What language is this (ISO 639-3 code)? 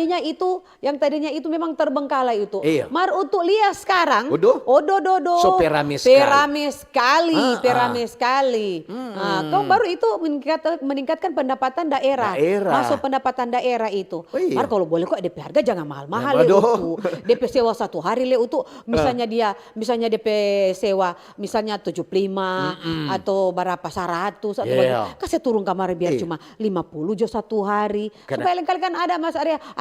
xmm